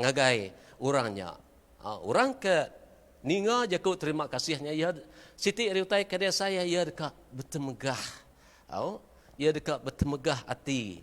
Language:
Iban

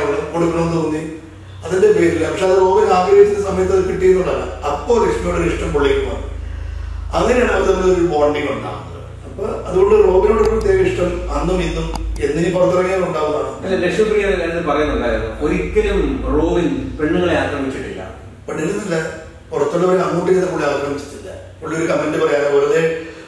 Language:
Malayalam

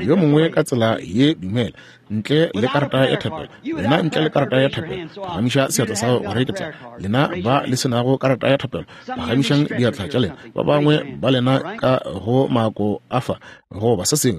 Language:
Northern Sotho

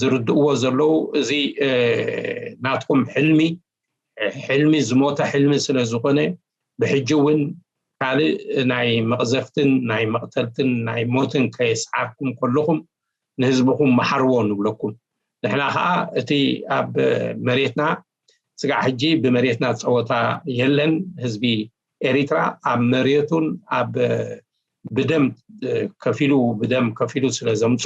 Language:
Tigrinya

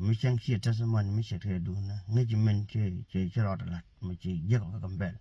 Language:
Nuer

